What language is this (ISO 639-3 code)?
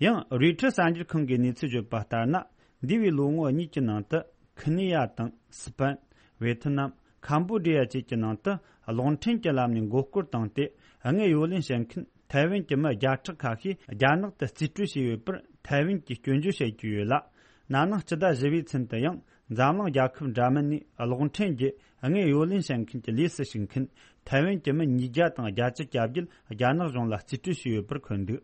bod